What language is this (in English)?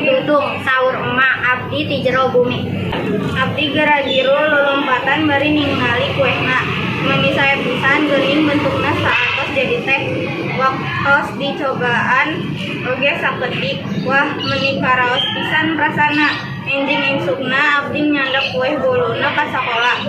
Sundanese